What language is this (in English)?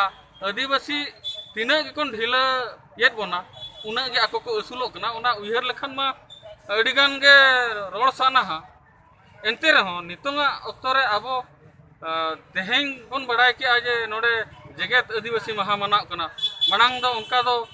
Santali